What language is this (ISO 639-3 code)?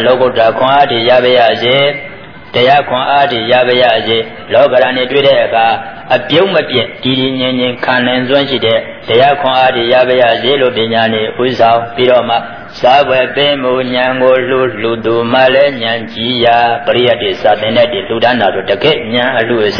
mya